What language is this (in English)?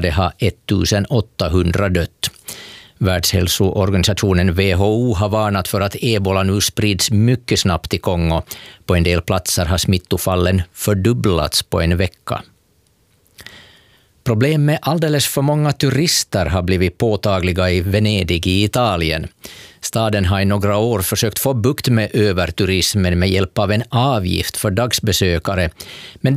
Swedish